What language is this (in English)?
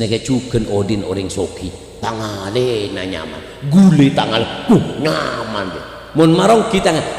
Madurese